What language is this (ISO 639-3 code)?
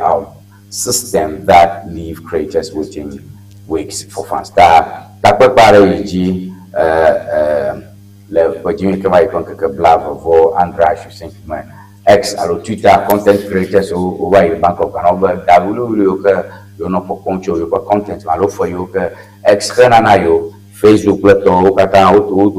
ewe